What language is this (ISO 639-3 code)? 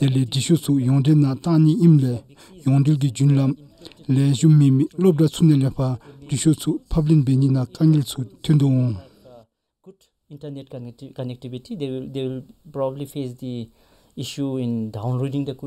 dzo